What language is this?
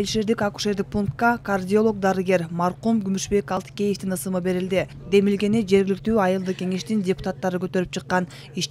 Kyrgyz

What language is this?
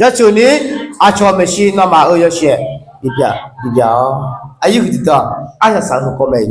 Akha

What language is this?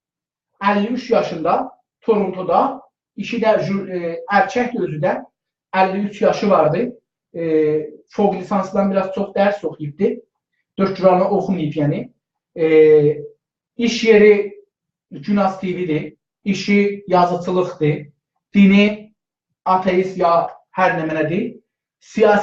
South Azerbaijani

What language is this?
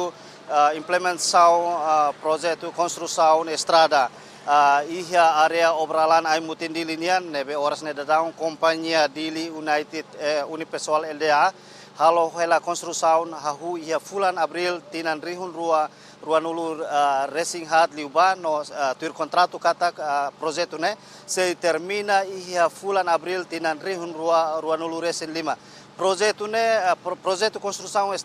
Tetum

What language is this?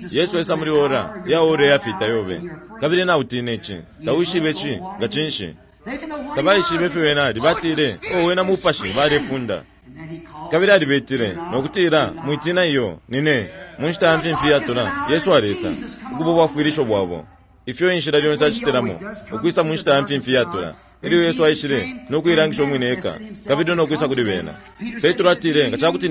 Bemba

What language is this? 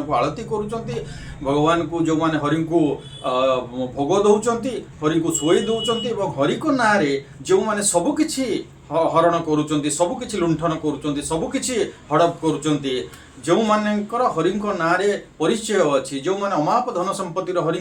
Odia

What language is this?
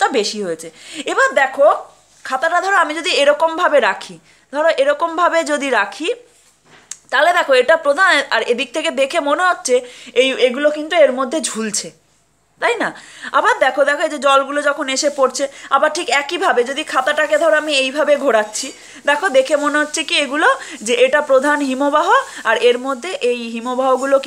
Bangla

